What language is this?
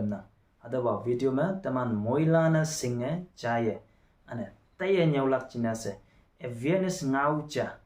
Konyak Naga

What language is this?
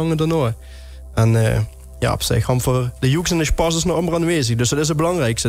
Limburgish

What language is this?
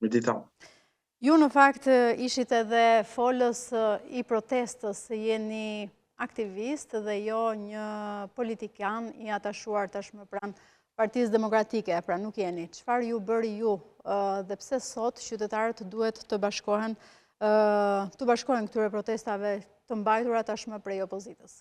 Albanian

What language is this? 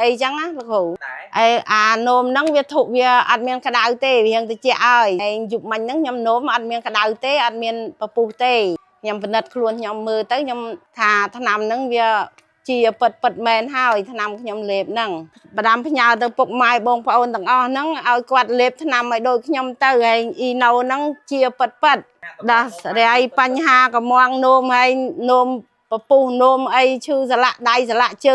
Khmer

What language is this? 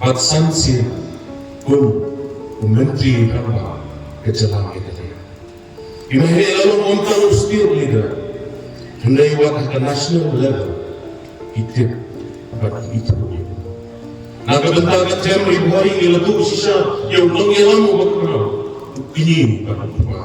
Khasi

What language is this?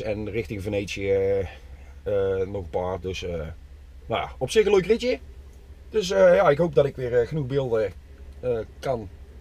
Dutch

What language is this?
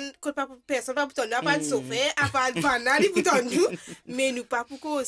Morisyen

